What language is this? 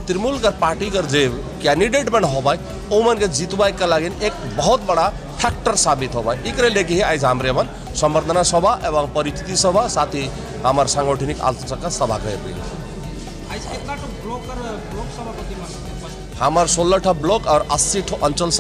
Sadri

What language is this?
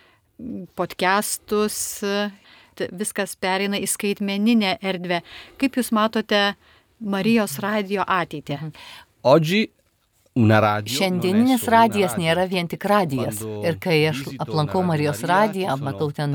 Lithuanian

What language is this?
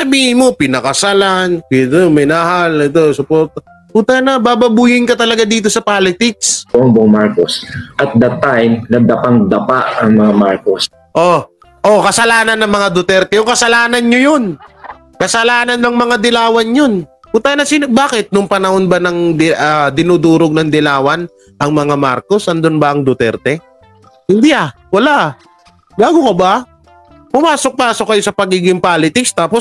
Filipino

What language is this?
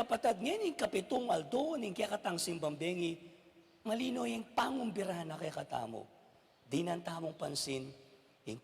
Pampanga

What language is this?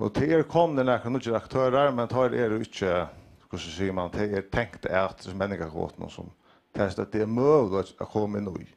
Faroese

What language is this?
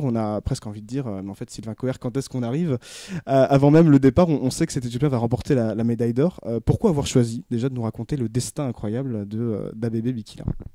French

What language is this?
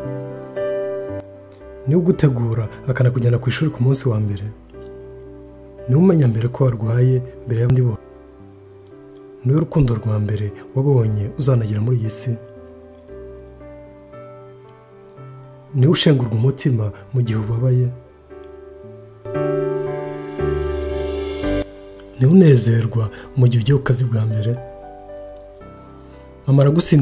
Kinyarwanda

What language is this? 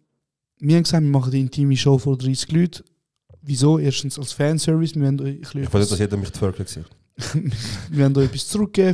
Swiss German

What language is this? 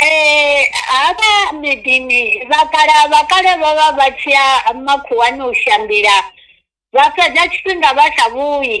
Venda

